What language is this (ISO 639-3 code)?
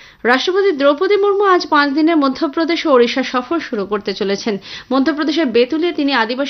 ben